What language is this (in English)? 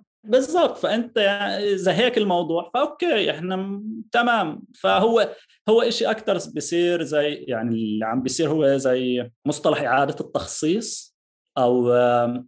North Levantine Arabic